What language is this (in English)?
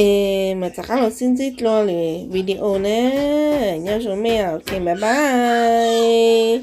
Hmong